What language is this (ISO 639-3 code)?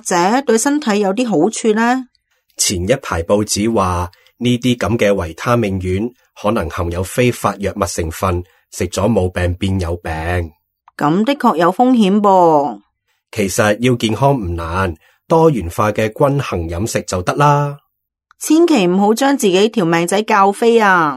yue